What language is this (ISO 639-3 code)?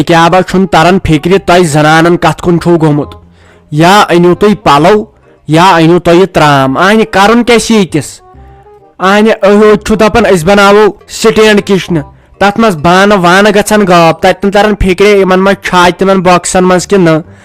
kas